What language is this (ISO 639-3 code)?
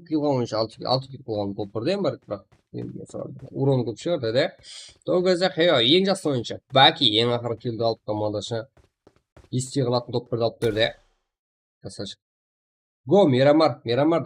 kaa